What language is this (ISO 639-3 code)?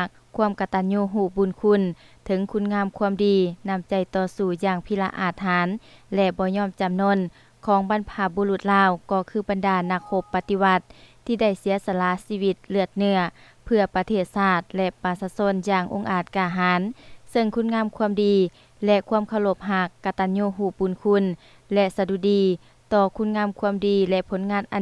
lao